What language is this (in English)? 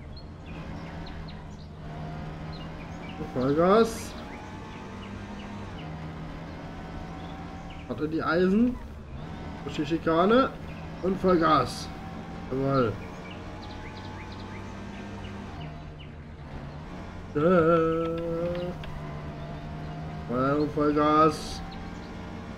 German